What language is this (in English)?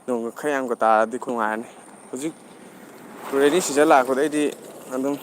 Manipuri